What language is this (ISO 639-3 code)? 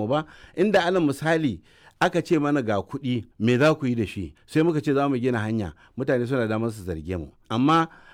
hau